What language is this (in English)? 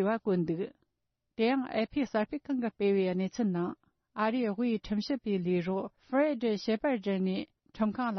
Tibetan